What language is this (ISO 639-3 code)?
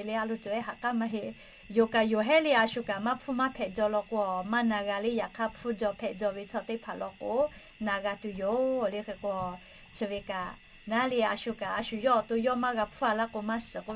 lhu